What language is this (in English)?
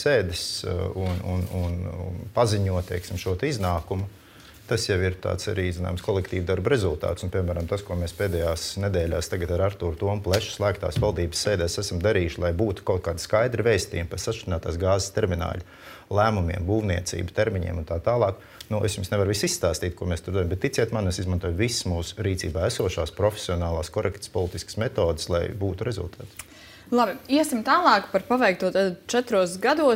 Latvian